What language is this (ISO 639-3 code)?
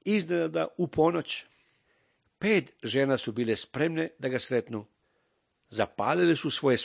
srp